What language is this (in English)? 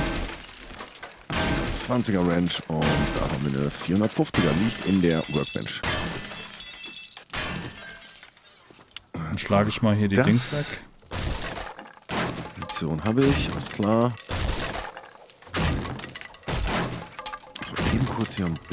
German